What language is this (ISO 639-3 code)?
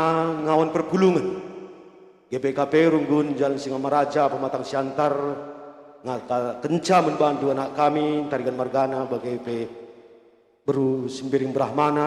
btx